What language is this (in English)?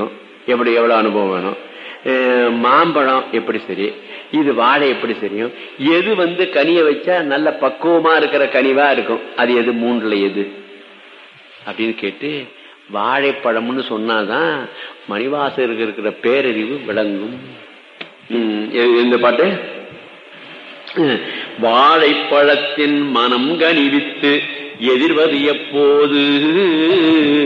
Tamil